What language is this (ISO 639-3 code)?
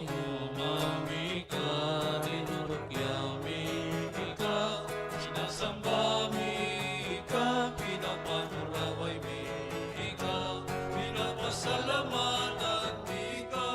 bik